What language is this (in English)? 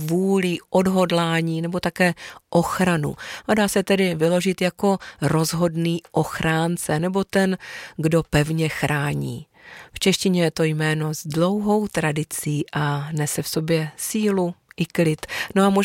Czech